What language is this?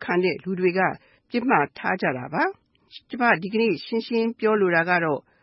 Burmese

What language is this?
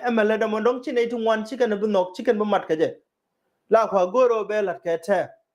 Nuer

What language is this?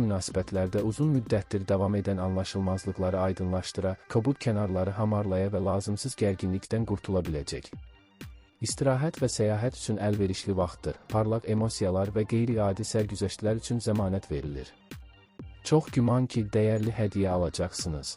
Azerbaijani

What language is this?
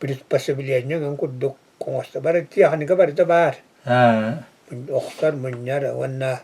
Yakut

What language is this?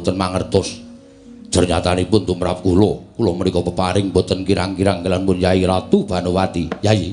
Javanese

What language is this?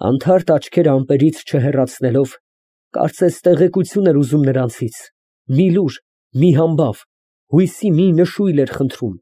Armenian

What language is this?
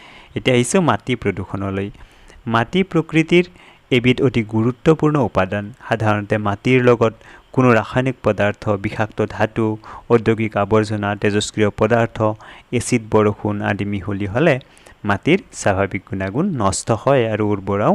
Assamese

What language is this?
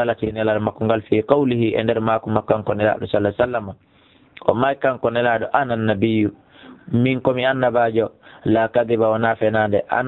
Fula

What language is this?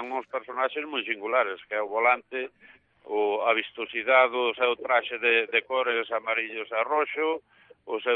Galician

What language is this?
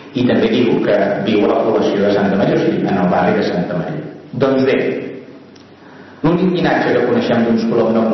Catalan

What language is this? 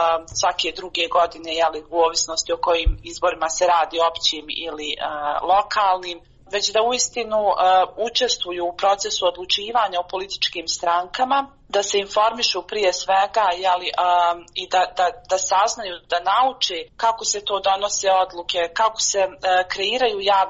Bosnian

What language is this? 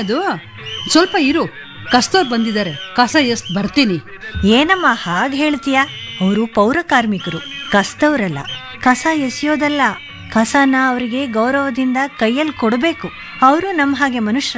Kannada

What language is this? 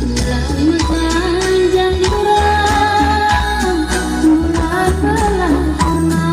Batak Karo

